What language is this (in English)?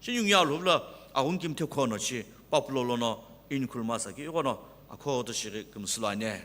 Sumi Naga